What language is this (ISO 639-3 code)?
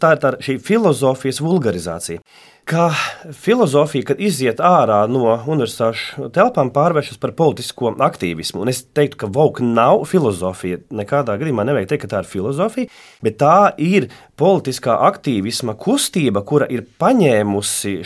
lav